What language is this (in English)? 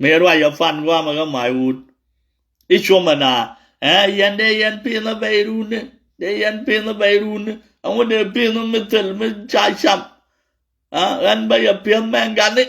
Nuer